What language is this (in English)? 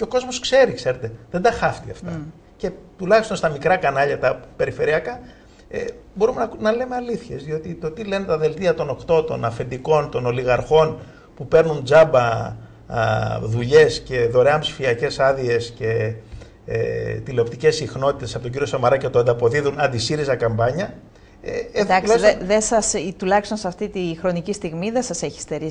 Greek